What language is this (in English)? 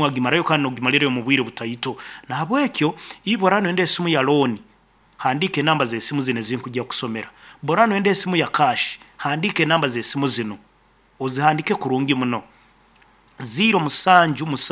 Nyankole